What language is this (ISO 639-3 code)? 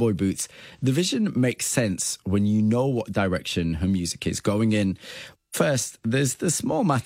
eng